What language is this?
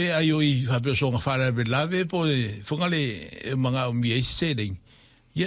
Samoan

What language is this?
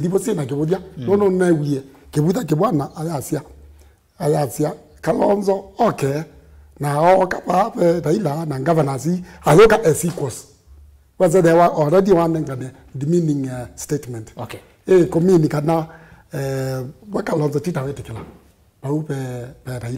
Kamba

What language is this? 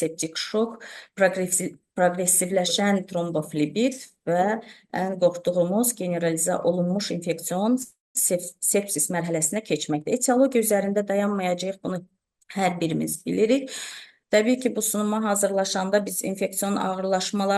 Azerbaijani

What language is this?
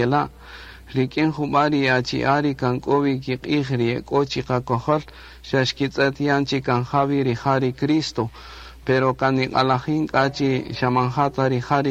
Kaqchikel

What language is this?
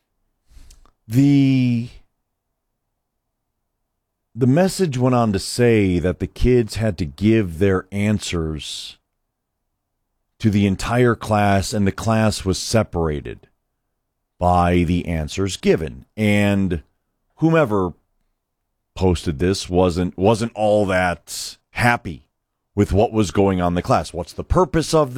English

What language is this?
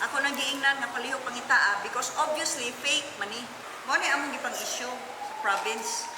Cebuano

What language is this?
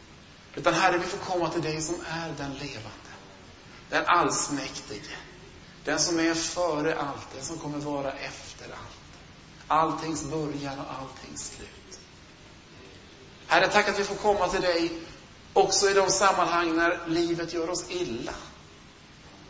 Swedish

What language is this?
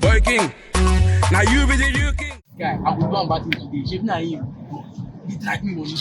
Nigerian Pidgin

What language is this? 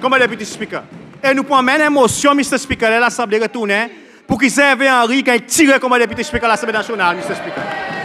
Seselwa Creole French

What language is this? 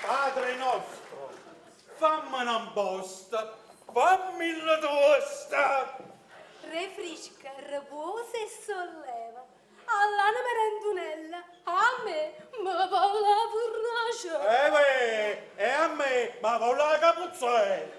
Neapolitan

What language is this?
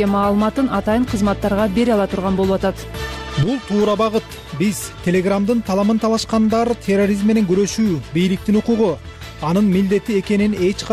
Kyrgyz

